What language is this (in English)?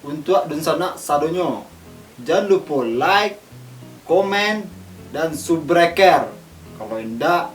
Minangkabau